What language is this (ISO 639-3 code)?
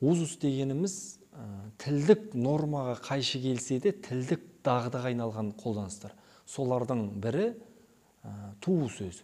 kir